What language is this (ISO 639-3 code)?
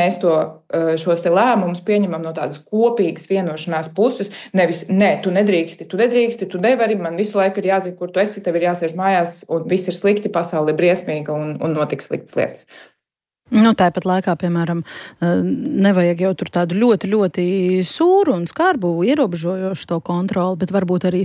lav